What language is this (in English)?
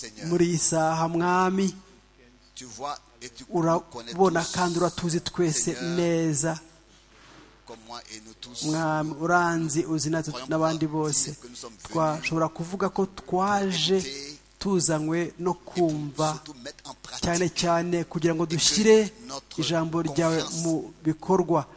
Kinyarwanda